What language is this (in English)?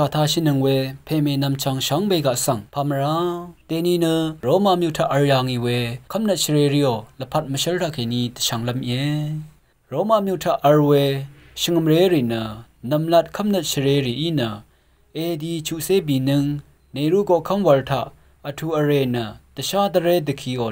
Rawang